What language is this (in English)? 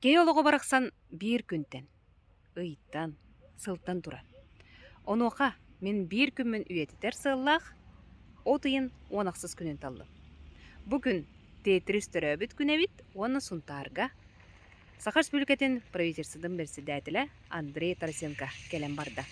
Yakut